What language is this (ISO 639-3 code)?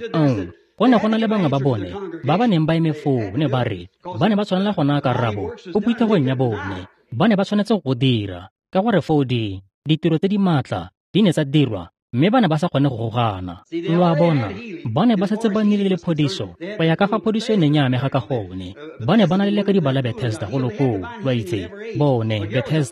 tsn